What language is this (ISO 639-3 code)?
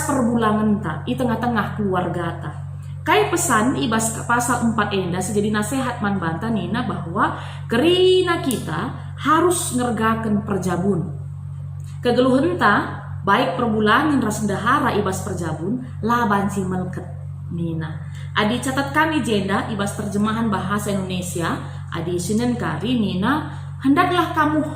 btx